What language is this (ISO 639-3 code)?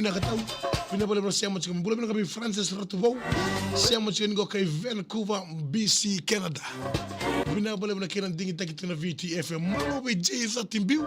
fij